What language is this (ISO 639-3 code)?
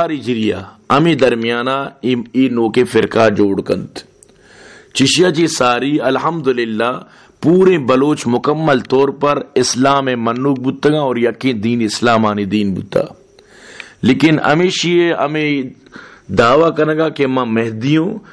bal